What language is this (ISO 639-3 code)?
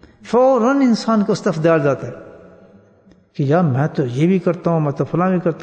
urd